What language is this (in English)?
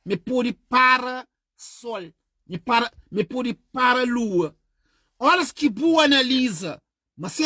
Kabuverdianu